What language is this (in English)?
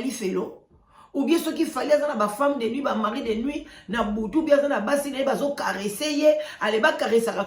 Lingala